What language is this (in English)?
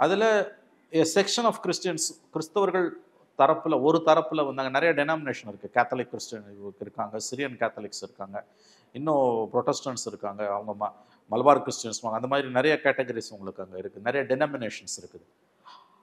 Tamil